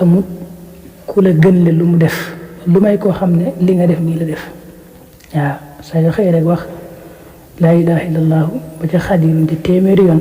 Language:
Wolof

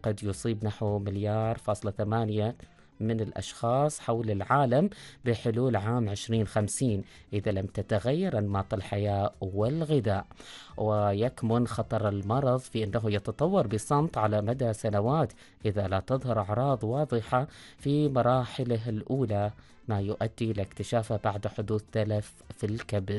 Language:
Arabic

